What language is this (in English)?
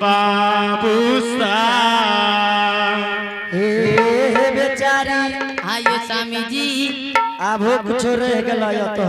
Angika